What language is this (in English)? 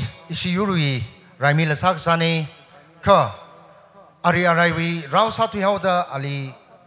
Tangkhul Naga (India)